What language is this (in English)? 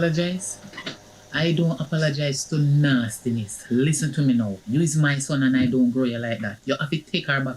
Jamaican Creole English